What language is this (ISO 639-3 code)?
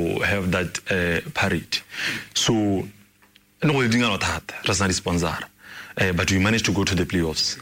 tsn